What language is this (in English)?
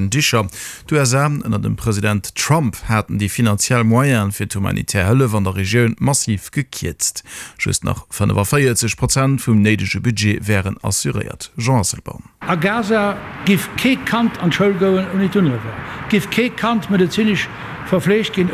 Luxembourgish